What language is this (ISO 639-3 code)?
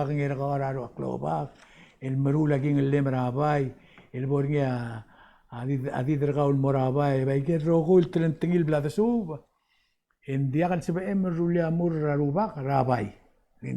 pau